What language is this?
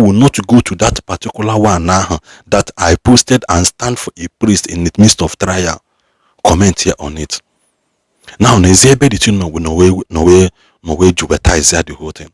Igbo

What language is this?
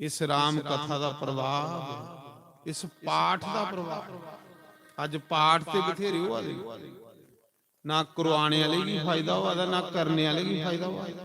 Dogri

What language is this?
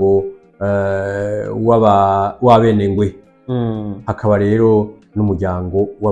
Rundi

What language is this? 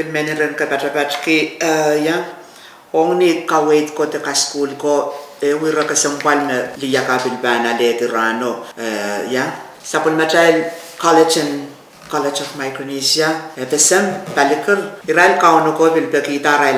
Pohnpeian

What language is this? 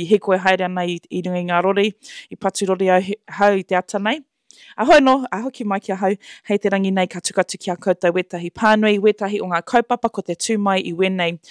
Māori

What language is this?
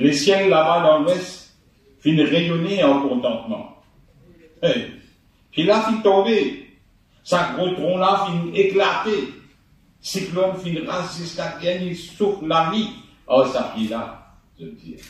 Morisyen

